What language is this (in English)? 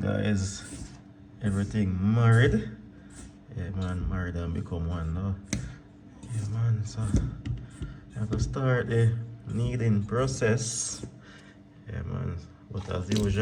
Jamaican Creole English